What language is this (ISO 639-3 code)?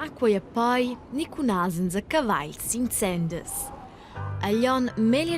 roh